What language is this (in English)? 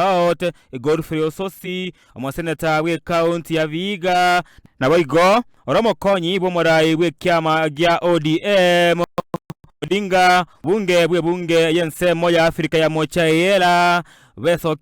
Gusii